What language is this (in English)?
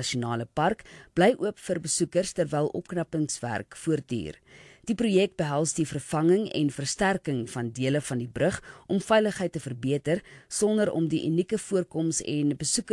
Afrikaans